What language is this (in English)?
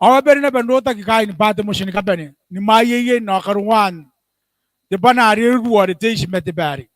Gilbertese